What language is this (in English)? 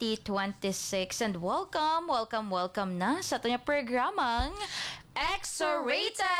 Filipino